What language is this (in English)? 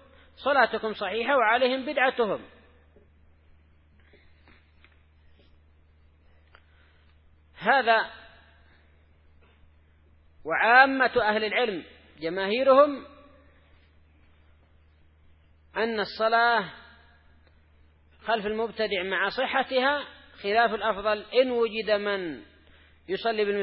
Arabic